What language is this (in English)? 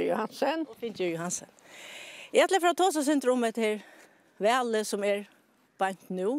Faroese